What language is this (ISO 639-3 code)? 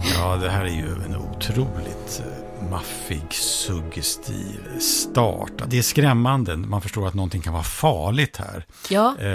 swe